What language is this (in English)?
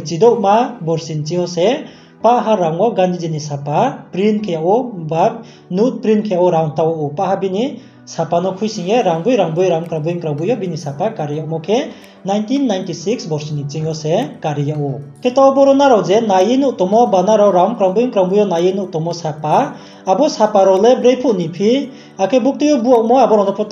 Riang (India)